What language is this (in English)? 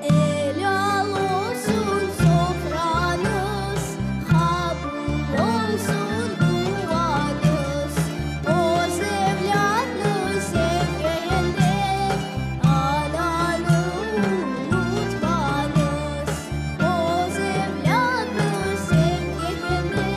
Crimean Tatar